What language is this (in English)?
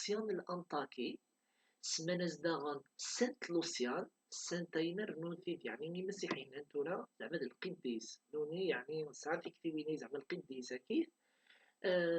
Kabyle